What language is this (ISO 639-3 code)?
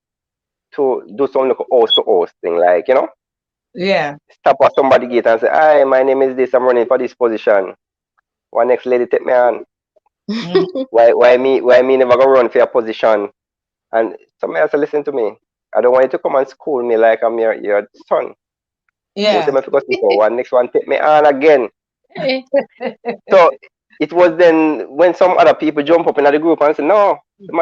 jam